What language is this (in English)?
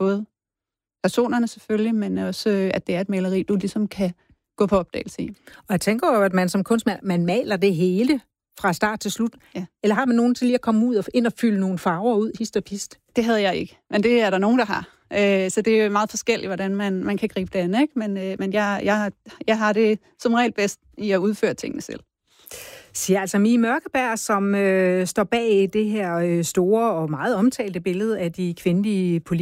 Danish